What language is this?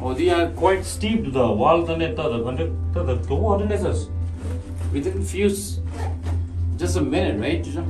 Tibetan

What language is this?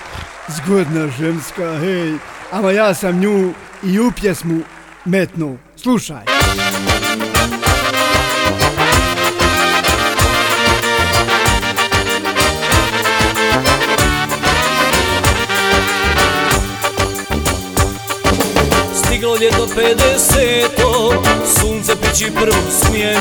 Bosnian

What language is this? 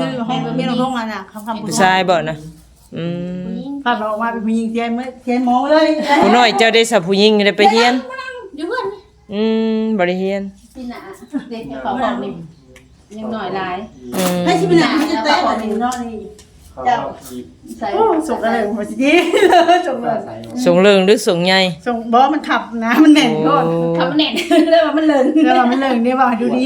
Northeastern Thai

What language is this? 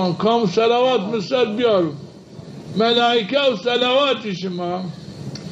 Zaza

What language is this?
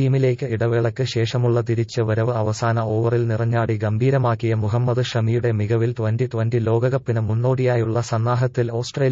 Malayalam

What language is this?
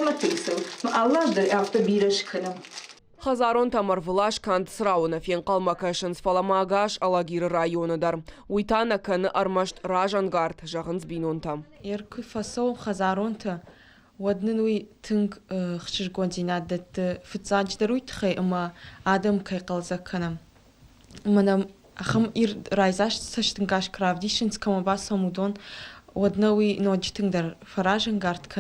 Ossetic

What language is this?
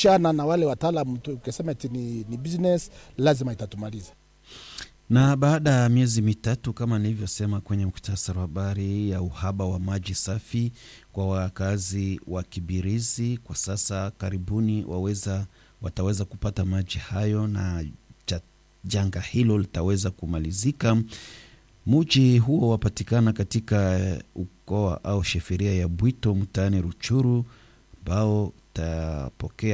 Swahili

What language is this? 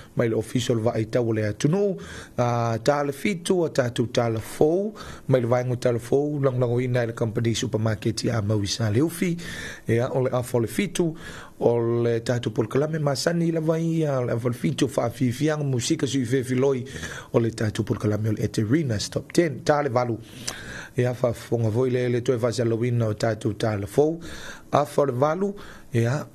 Samoan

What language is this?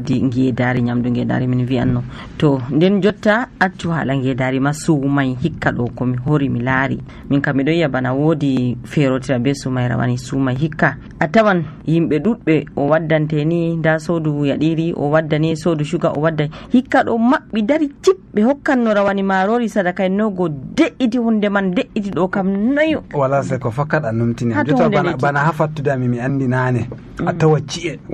Nigerian Fulfulde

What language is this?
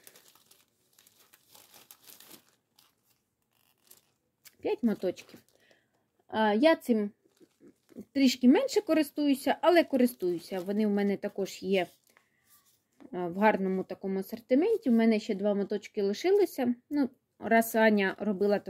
Ukrainian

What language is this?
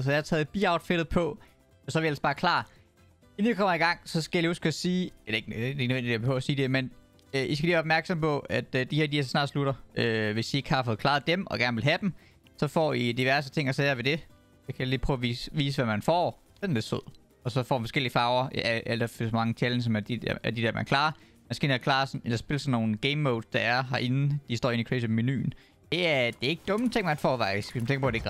Danish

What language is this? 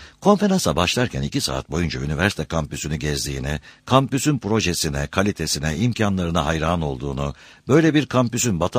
Turkish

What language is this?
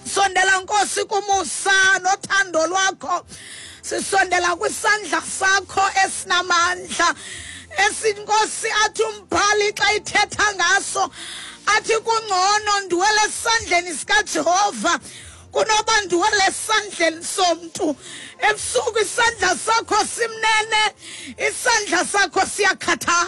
Xhosa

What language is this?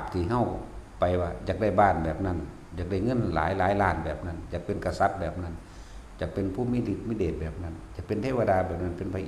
Northeastern Thai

